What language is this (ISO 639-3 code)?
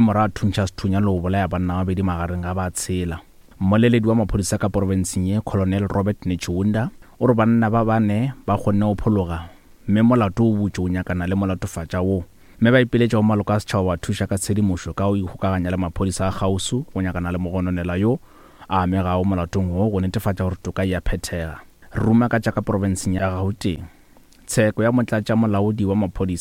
nso